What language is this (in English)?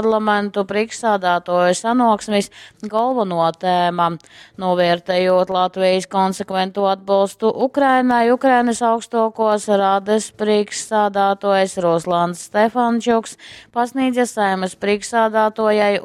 Latgalian